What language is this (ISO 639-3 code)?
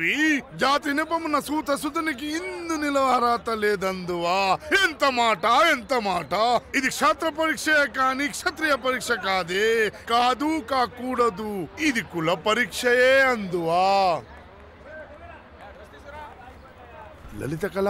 tel